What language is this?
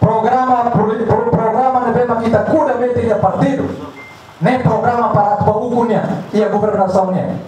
Tetum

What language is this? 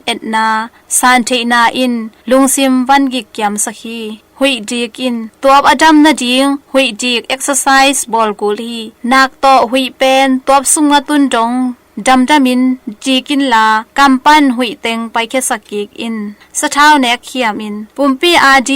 Tedim Chin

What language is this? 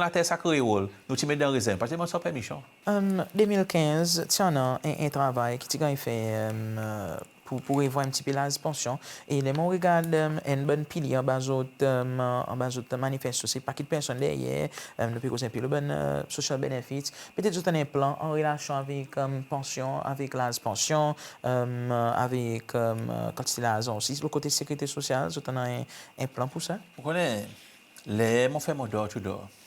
Seselwa Creole French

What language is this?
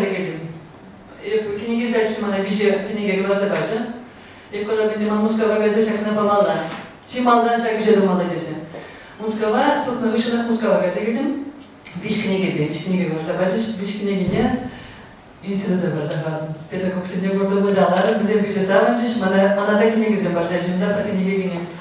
Chuvash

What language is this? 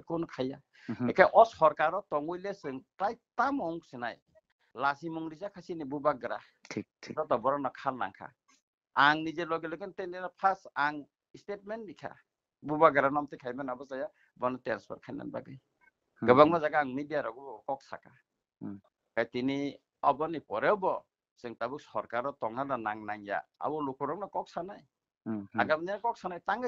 Kok Borok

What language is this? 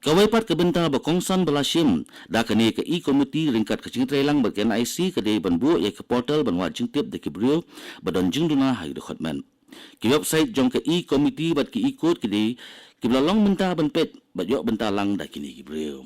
Khasi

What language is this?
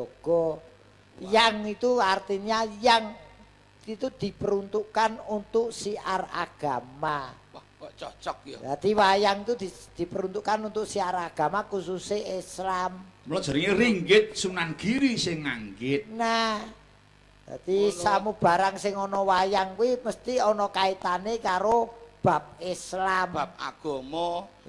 Javanese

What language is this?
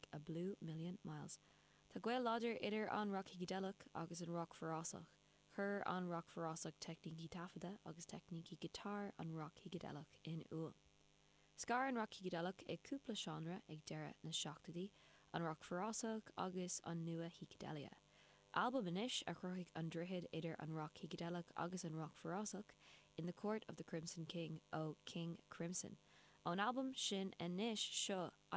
Irish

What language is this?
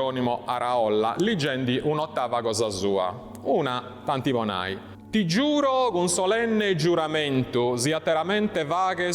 Sardinian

